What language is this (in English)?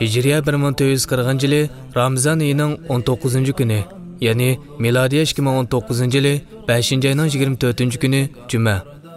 Uyghur